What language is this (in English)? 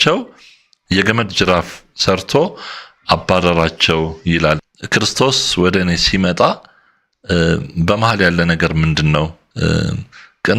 Amharic